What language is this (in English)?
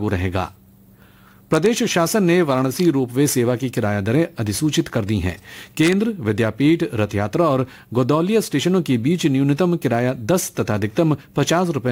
Hindi